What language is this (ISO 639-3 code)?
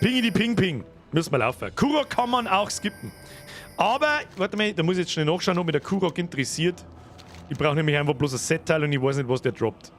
bar